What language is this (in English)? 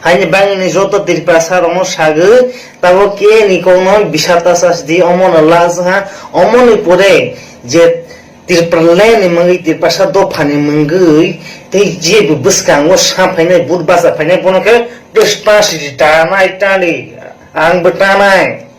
Kok Borok